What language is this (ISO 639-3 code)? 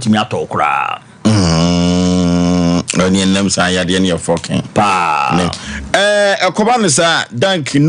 aka